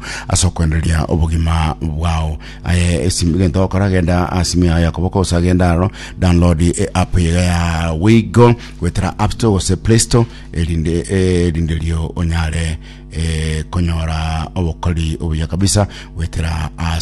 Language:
Gusii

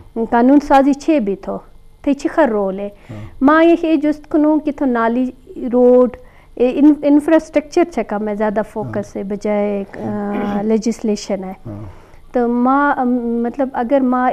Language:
Eastern Balochi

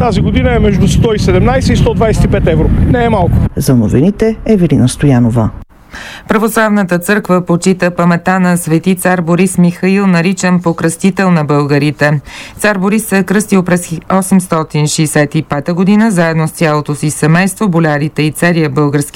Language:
Bulgarian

